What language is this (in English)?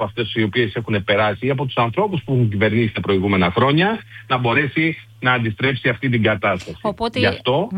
Greek